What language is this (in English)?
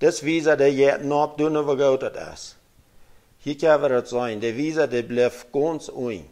Plautdietsch